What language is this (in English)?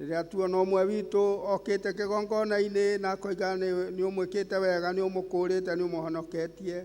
Kikuyu